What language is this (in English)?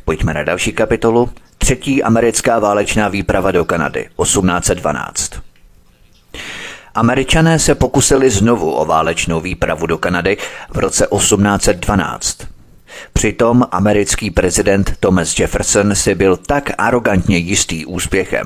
Czech